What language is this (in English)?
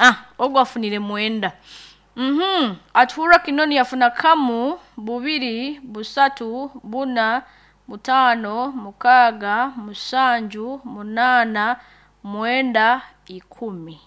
Nyankole